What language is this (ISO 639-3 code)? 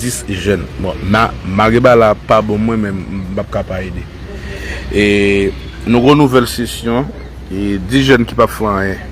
hat